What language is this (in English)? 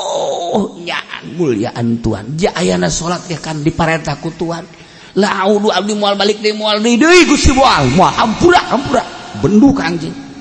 Sundanese